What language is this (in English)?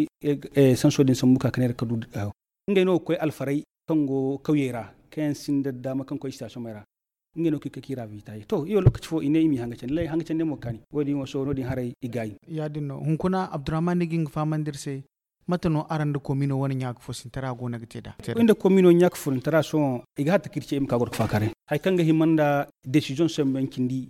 Zarma